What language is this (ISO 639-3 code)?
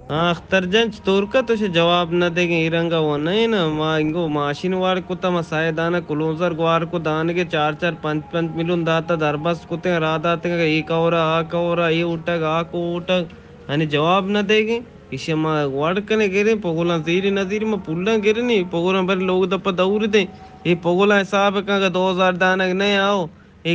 bgp